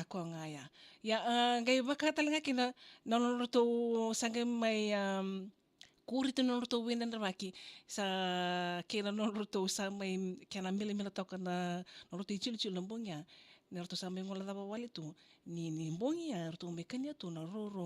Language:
Fijian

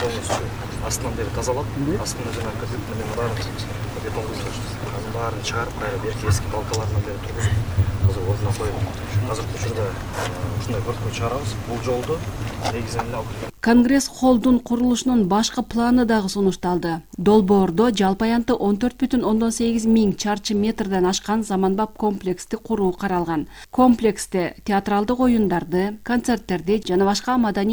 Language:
Kyrgyz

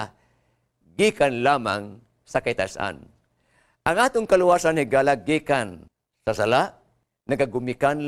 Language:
Cebuano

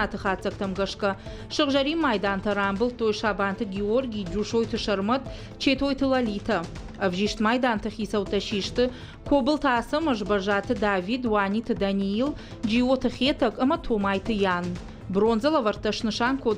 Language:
Ossetic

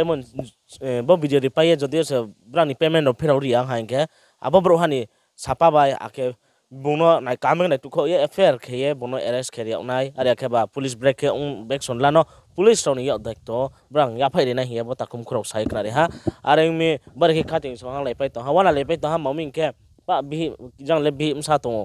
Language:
Riang (India)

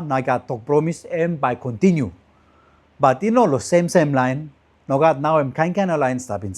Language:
Tok Pisin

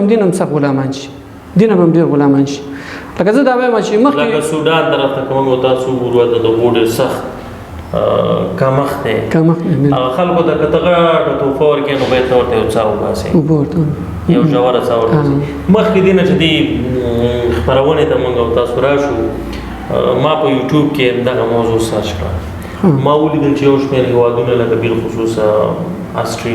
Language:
Pashto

